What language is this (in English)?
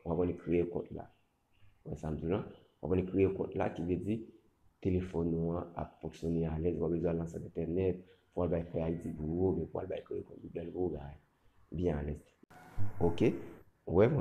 Haitian Creole